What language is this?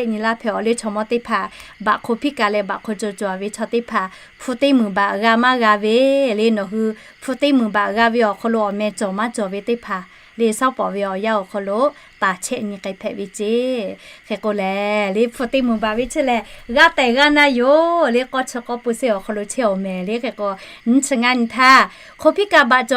Lahu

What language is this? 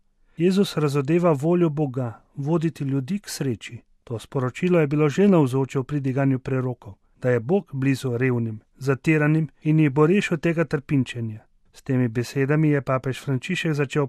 Slovenian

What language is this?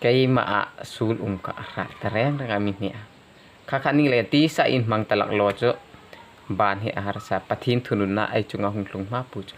Hmar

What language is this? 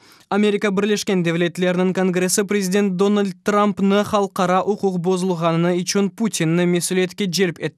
Crimean Tatar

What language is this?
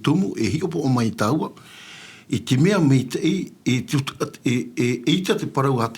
Tahitian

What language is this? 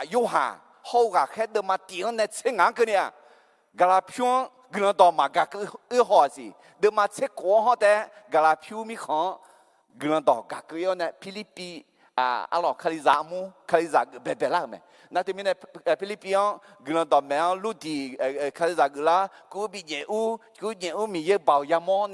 Akha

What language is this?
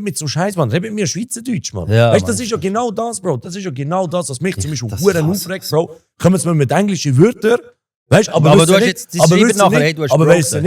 Swiss German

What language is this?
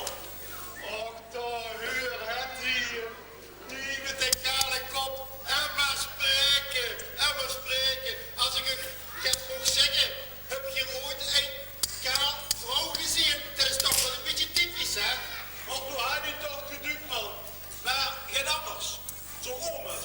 Limburgish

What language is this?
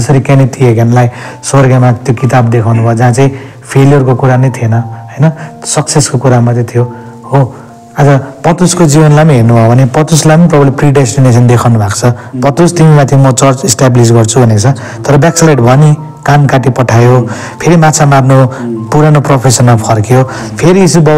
Nepali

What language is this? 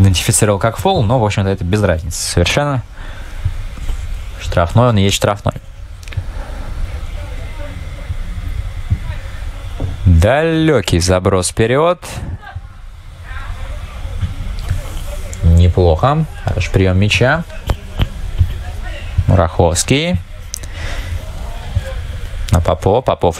Russian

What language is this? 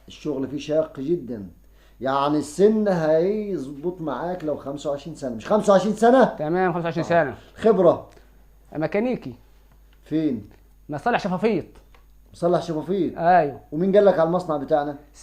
Egyptian Arabic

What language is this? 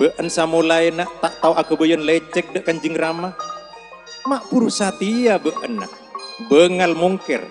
Madurese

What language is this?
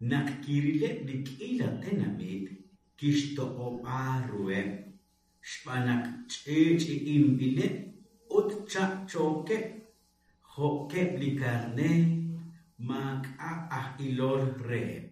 Kekchí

